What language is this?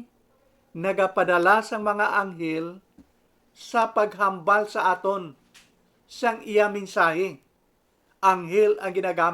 Hiligaynon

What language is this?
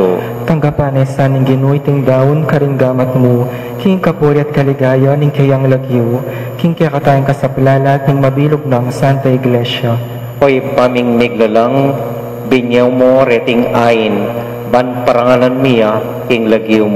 Pampanga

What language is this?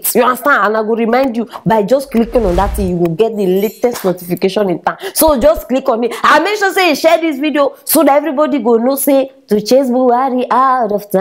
Nigerian Pidgin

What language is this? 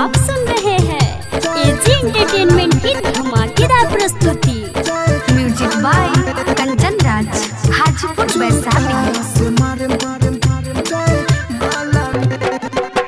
Bhojpuri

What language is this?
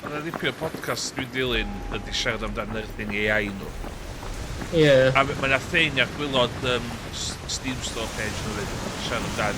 Welsh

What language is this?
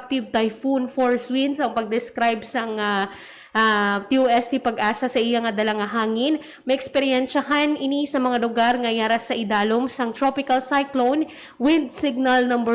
Hiligaynon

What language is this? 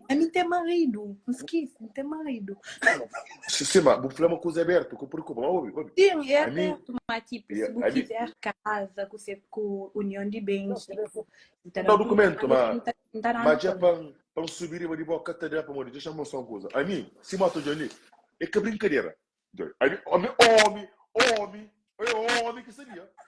Kabuverdianu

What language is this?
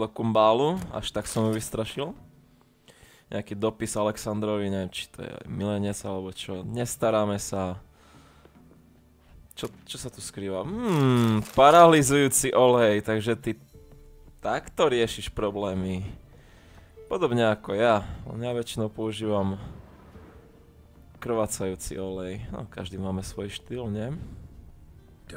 Slovak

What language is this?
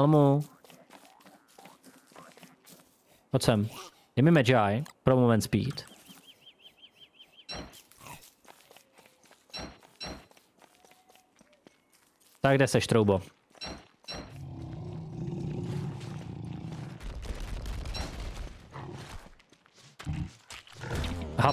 Czech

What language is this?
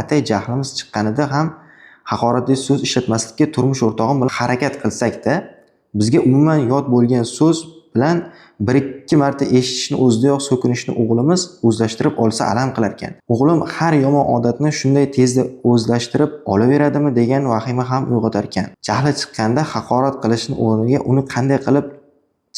Uzbek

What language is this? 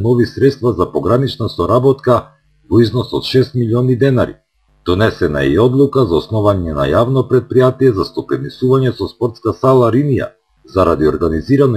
Macedonian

